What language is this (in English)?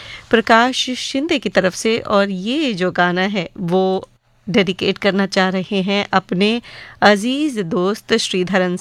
Hindi